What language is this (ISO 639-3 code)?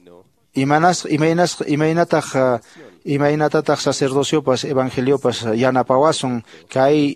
que